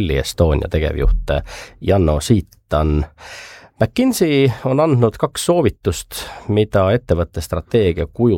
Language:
Estonian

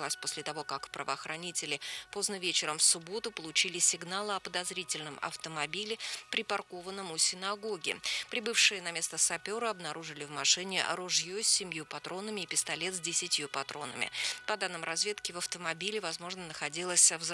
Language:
Russian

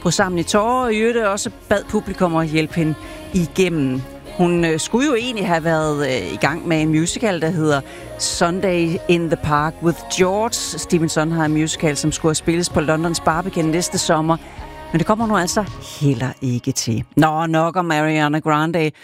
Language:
Danish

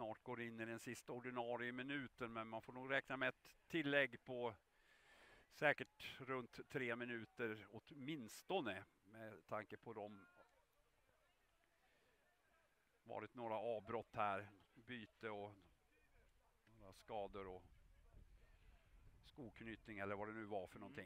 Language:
Swedish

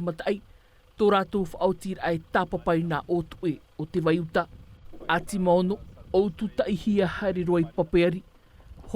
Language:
Tahitian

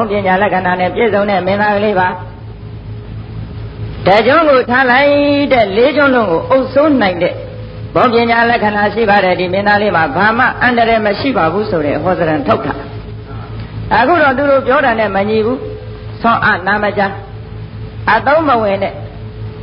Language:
Burmese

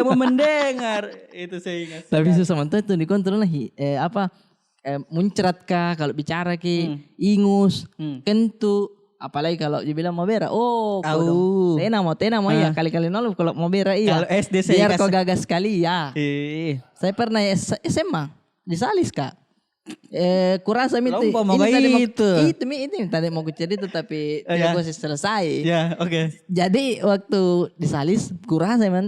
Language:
Makassar Malay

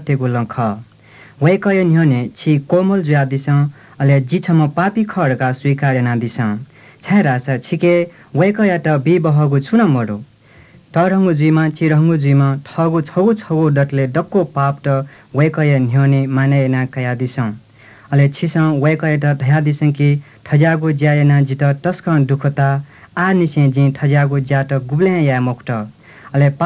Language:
Newari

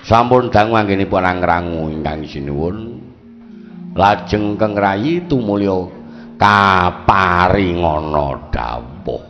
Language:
Javanese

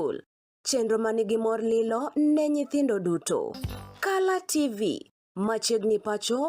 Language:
Luo (Kenya and Tanzania)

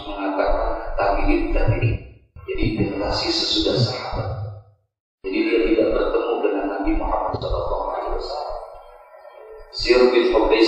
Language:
Indonesian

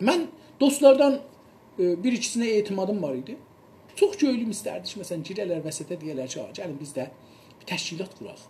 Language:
South Azerbaijani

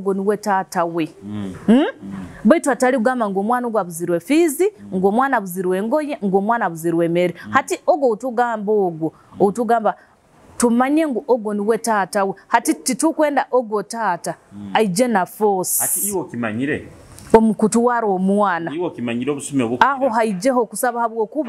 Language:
Nyoro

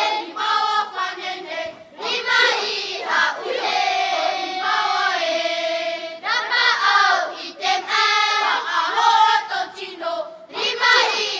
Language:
Tahitian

